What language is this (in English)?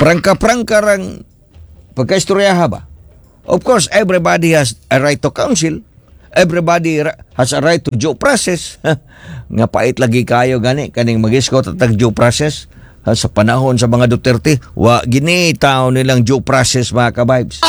Cebuano